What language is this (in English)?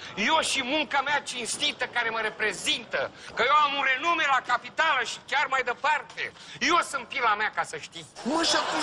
Romanian